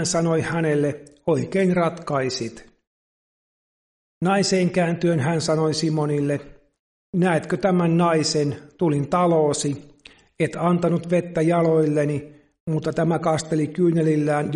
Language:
Finnish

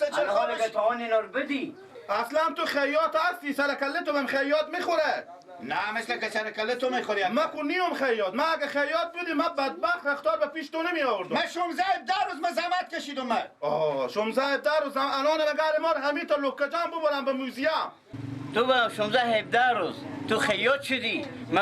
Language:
Persian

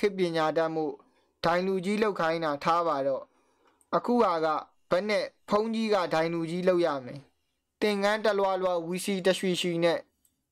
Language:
Burmese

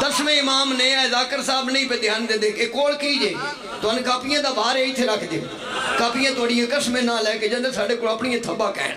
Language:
Pahari-Potwari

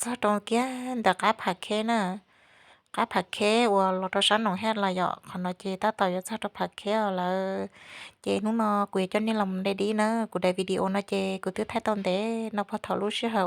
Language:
Hmong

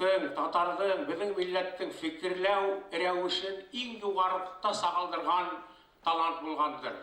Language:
Bashkir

